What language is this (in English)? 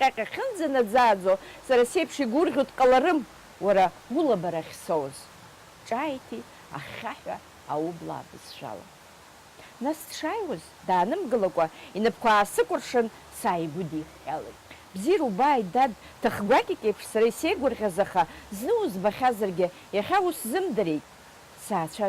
Abkhazian